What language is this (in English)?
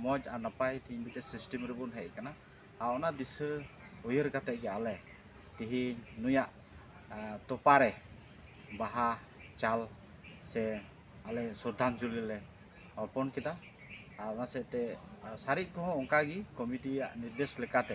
Santali